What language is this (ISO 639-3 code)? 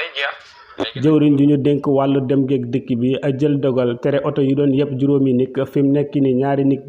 wol